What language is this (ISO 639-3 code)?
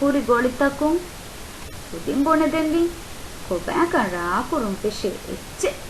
div